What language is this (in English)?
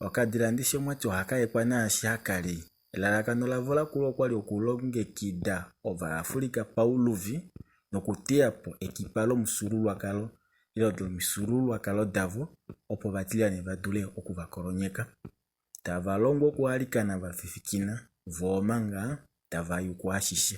Kuanyama